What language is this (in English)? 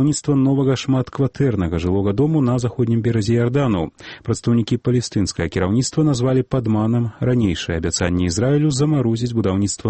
Belarusian